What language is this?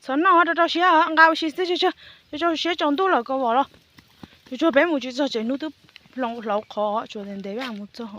Hmong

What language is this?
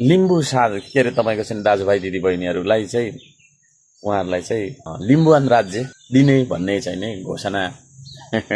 Nepali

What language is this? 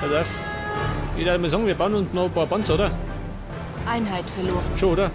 Bavarian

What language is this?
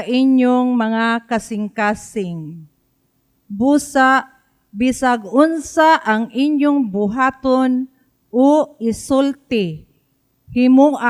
Cebuano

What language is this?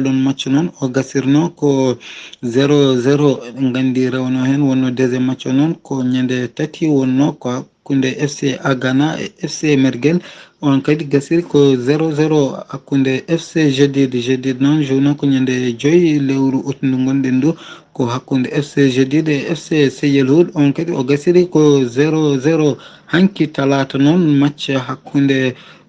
Fula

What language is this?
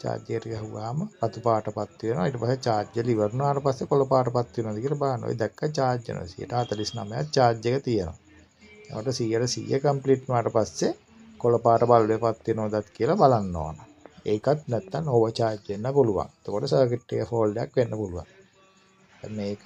Sinhala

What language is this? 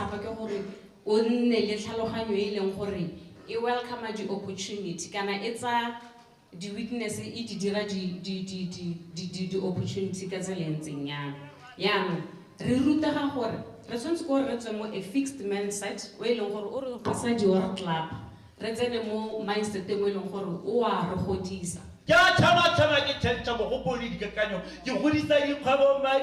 Tswana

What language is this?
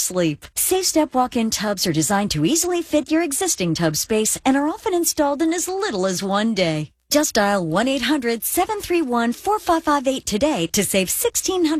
English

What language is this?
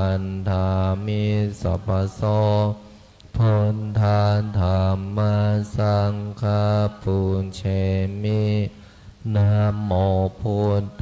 Pali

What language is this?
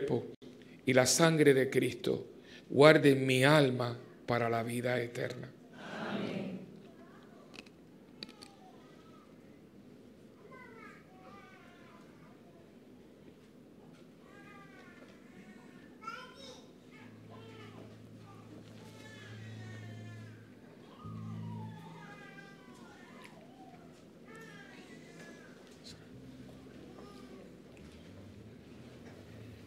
Spanish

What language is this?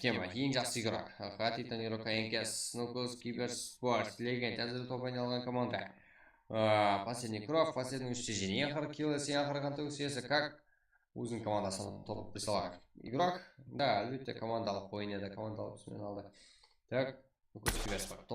Kara-Kalpak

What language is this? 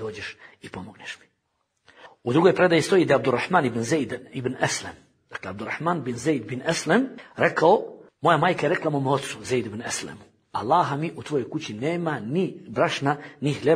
Bosnian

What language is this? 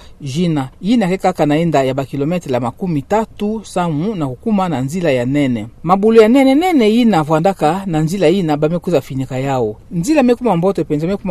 Kituba (Democratic Republic of Congo)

